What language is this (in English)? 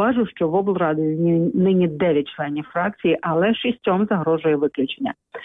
Ukrainian